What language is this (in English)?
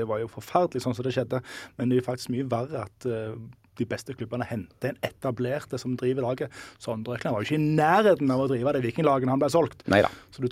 Norwegian